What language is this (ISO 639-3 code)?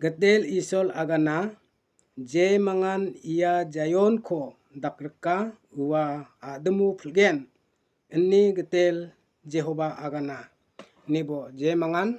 grt